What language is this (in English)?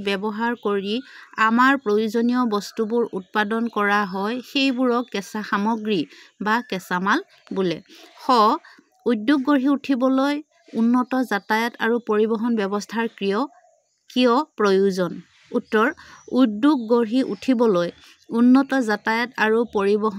Assamese